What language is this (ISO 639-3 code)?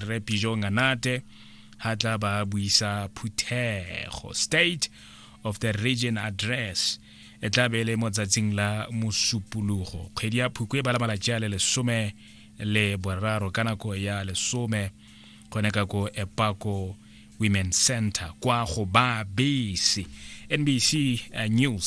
tsn